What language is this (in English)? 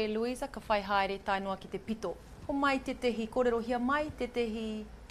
Māori